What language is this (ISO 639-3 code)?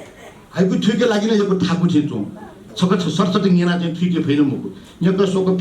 new